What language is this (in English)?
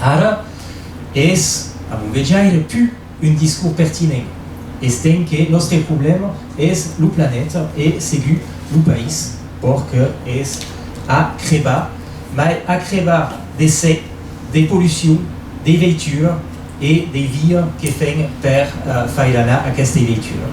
Occitan